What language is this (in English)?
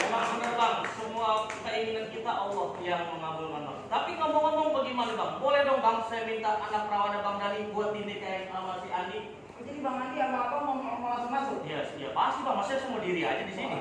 Betawi